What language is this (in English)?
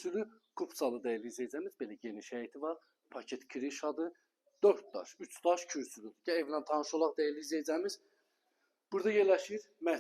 Azerbaijani